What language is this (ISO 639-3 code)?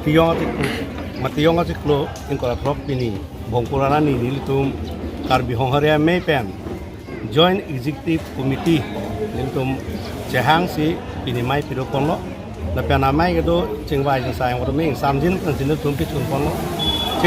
mjw